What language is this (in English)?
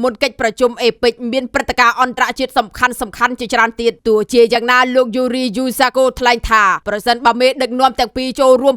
Khmer